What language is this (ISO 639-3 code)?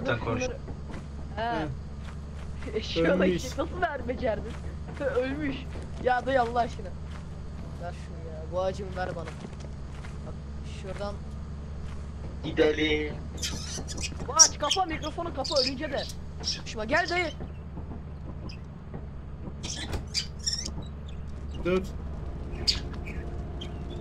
tur